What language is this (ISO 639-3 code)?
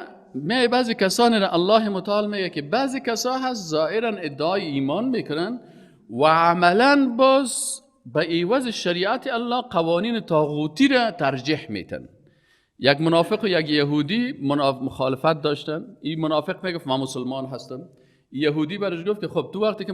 fas